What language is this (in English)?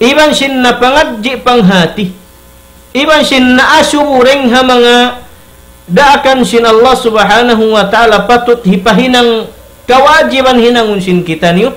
Tausug